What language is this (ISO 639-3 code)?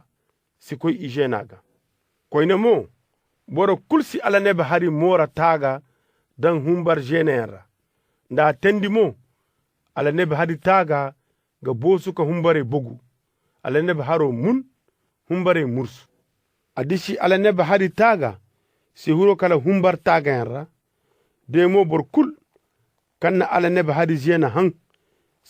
ses